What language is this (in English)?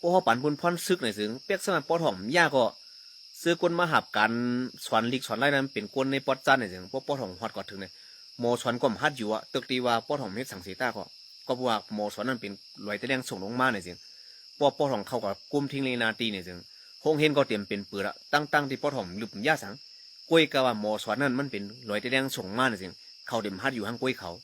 Shan